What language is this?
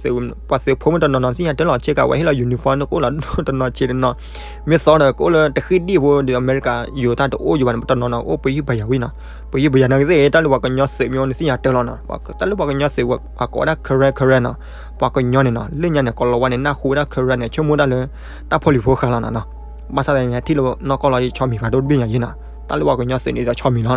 S'gaw Karen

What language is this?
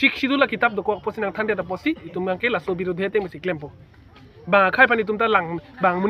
Karbi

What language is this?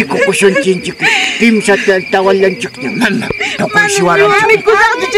Ayacucho Quechua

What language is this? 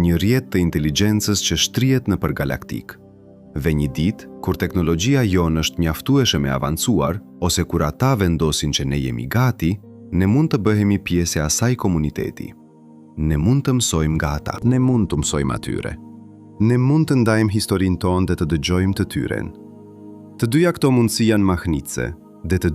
Albanian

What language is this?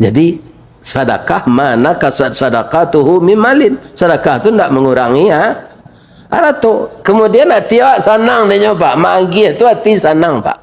Minangkabau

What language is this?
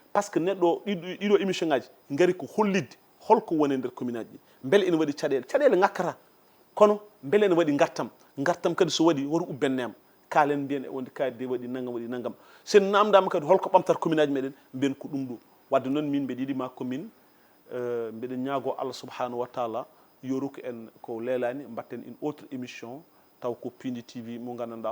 Fula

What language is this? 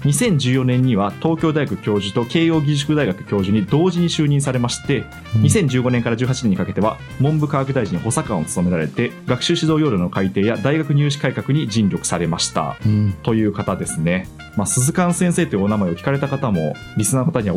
Japanese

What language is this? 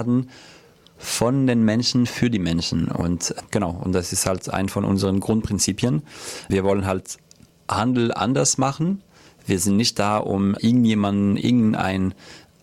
German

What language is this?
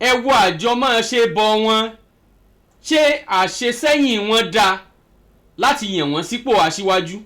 Yoruba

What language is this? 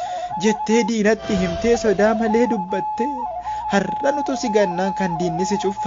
Oromo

